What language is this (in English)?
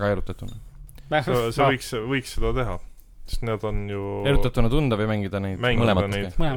Estonian